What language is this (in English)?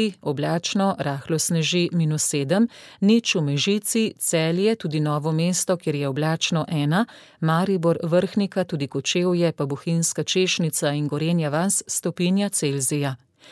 Slovenian